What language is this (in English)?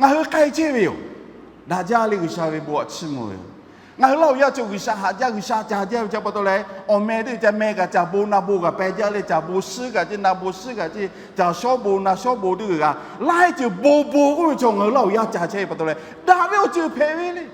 Lahu